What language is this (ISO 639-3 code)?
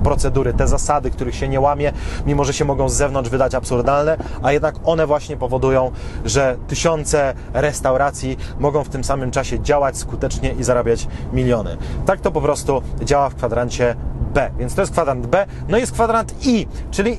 pol